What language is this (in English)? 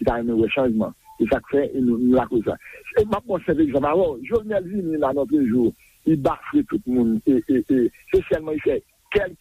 Haitian Creole